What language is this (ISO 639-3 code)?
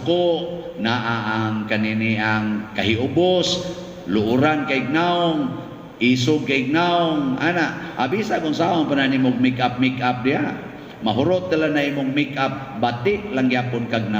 ceb